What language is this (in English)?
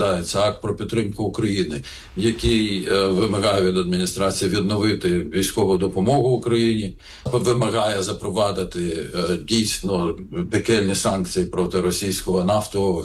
Ukrainian